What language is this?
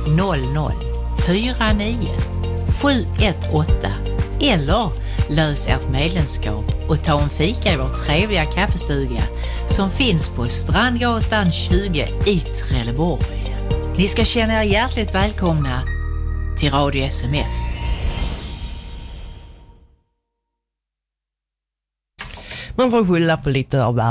Swedish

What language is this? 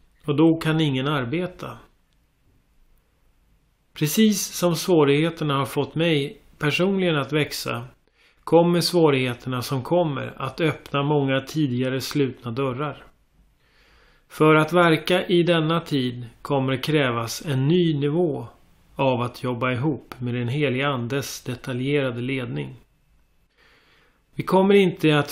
Swedish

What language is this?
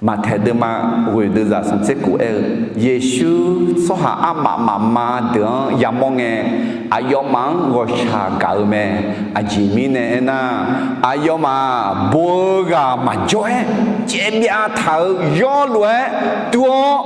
Akha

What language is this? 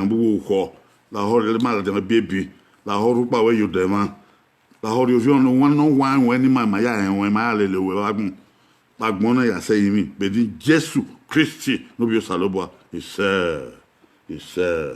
Bini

